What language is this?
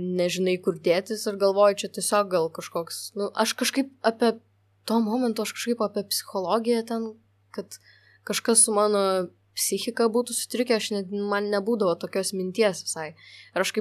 Lithuanian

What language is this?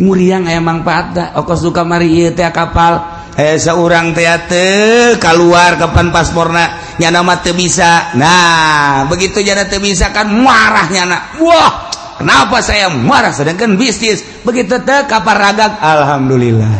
Sundanese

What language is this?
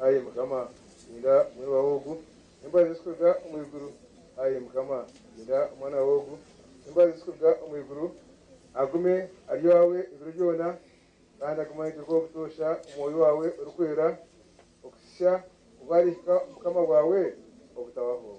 Nyankole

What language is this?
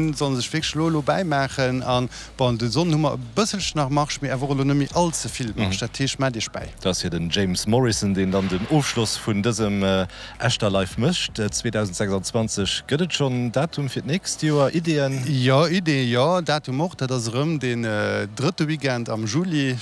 Luxembourgish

